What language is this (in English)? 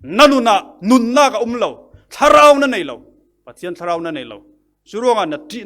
Falam Chin